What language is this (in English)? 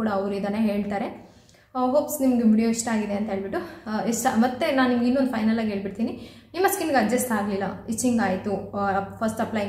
Kannada